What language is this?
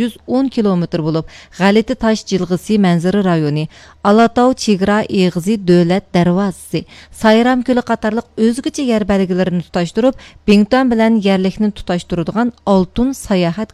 Uyghur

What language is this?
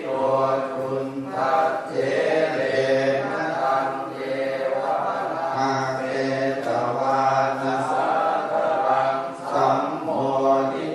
Pali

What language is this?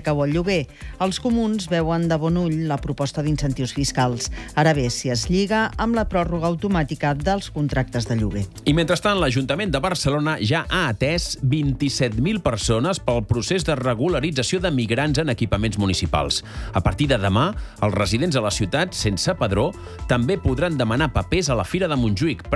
Catalan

